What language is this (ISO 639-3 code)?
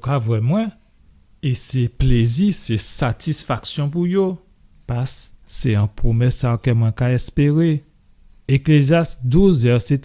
gcf